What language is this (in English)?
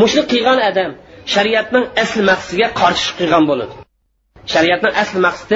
Uyghur